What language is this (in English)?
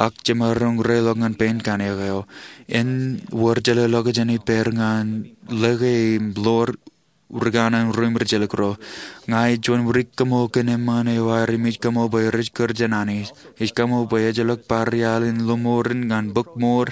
Marshallese